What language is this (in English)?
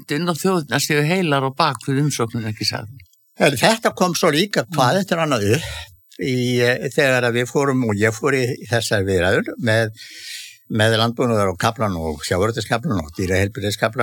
Icelandic